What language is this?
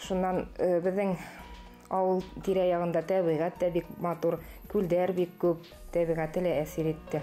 Bashkir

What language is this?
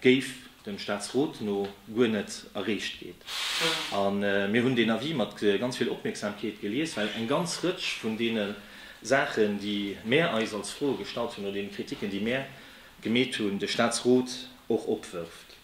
Luxembourgish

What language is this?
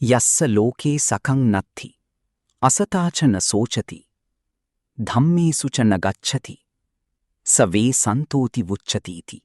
Pali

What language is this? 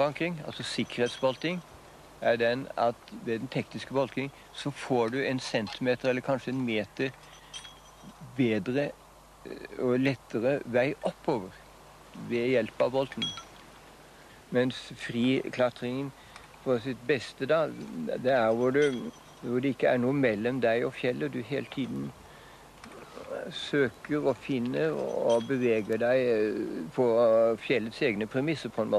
Norwegian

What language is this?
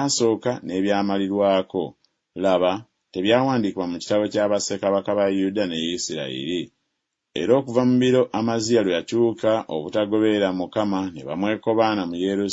Ganda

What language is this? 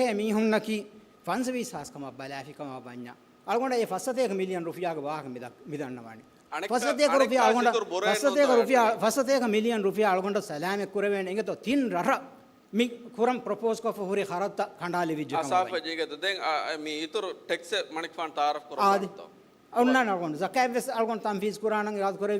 Divehi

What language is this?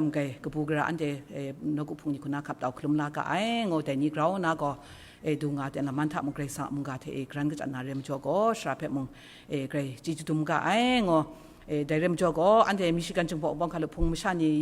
Kachin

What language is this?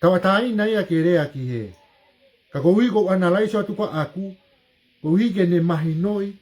Tongan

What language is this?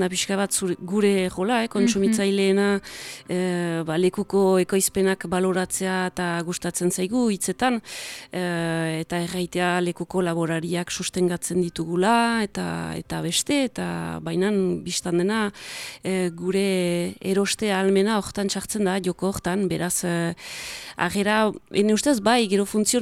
Basque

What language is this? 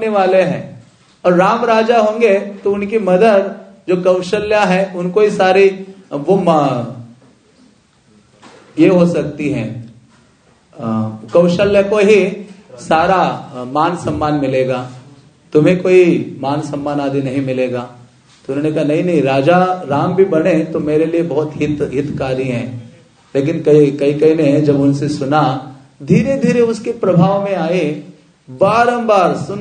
Hindi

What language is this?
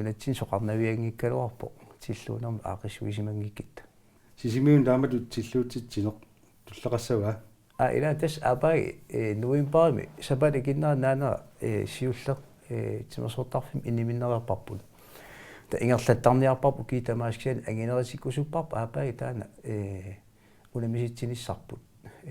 Kalaallisut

